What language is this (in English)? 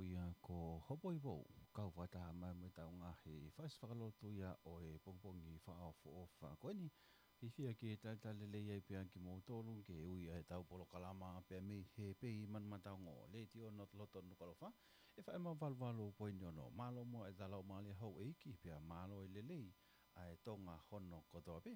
Tongan